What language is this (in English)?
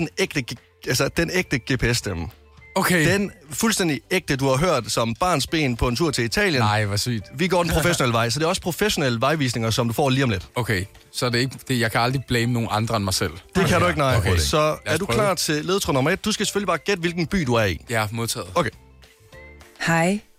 Danish